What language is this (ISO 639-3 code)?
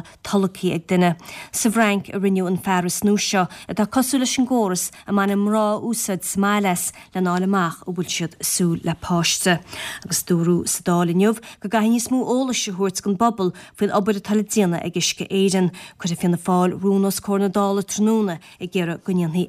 gle